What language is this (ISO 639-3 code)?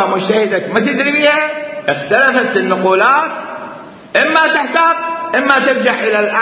acm